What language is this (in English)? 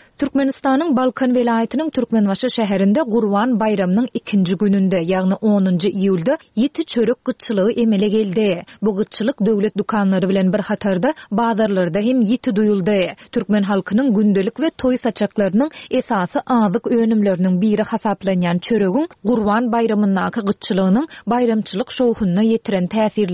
Turkmen